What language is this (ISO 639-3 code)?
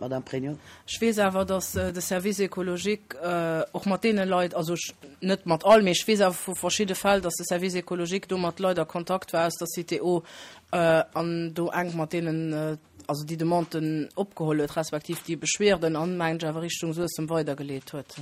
ltz